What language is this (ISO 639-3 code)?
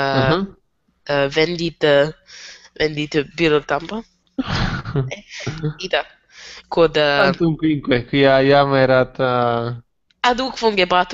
lat